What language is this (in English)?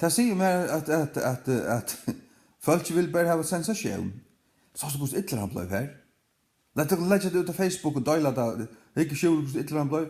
Faroese